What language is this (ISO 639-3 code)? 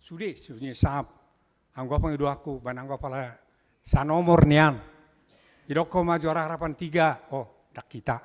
bbc